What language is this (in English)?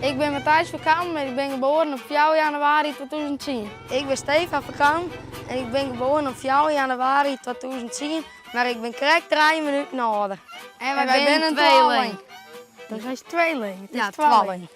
Western Frisian